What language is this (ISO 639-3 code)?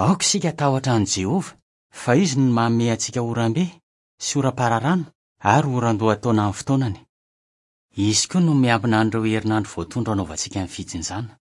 mlg